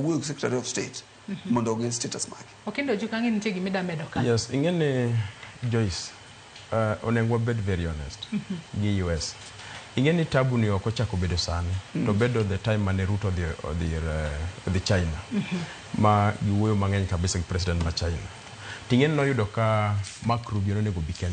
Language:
Luo (Kenya and Tanzania)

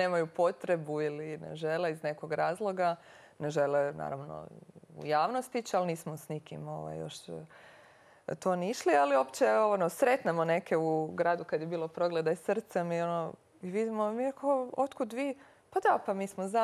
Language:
Croatian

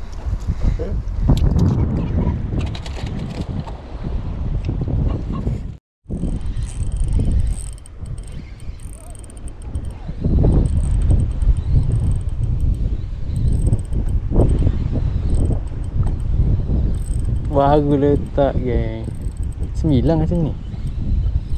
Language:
Malay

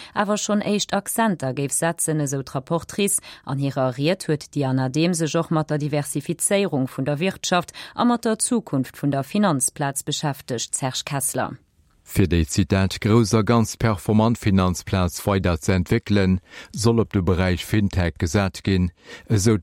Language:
Luxembourgish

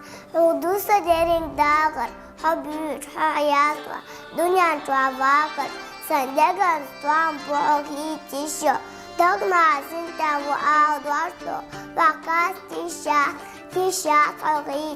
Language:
Chechen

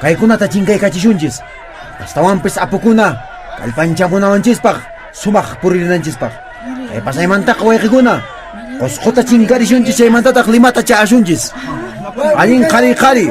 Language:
Quechua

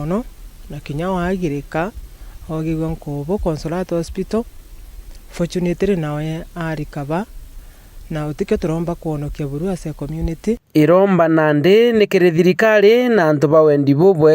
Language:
Meru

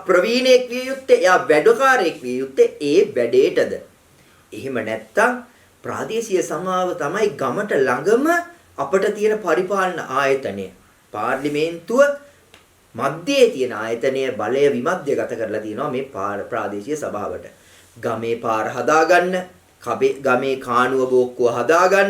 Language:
Sinhala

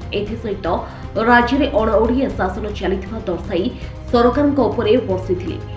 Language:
Odia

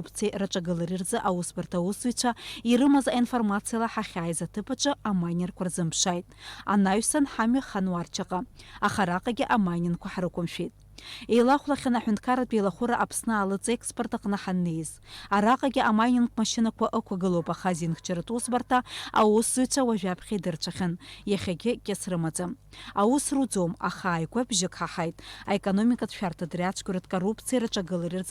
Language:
Abkhazian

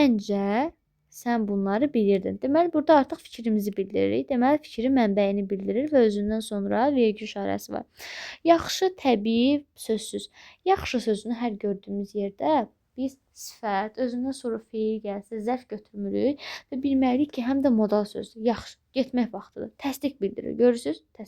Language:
Azerbaijani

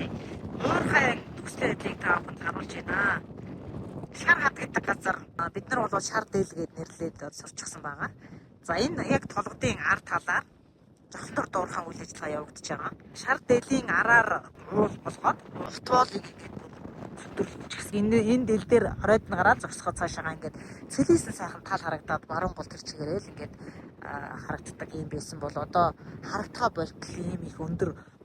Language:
Mongolian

